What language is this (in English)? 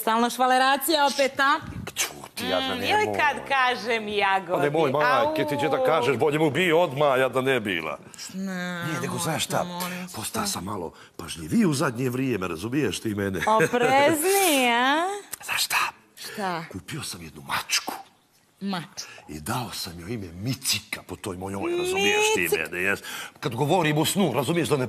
Bosnian